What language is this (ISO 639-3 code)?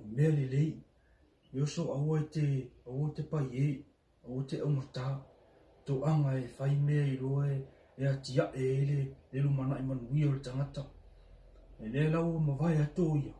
smo